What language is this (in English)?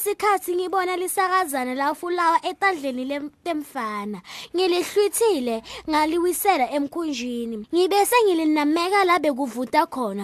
Swati